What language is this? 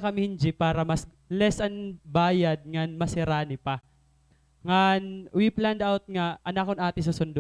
Waray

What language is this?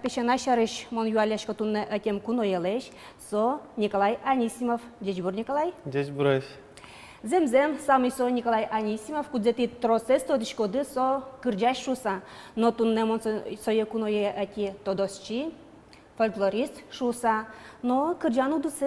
Udmurt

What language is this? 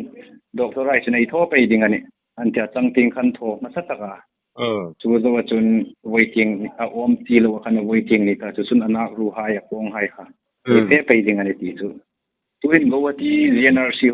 Hmar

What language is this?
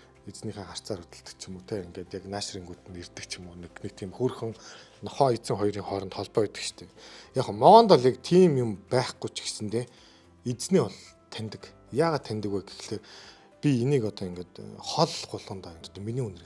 Mongolian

